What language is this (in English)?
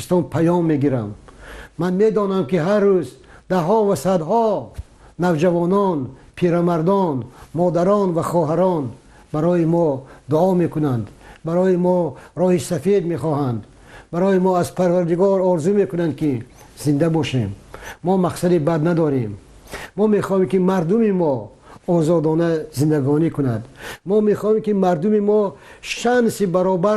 Tajik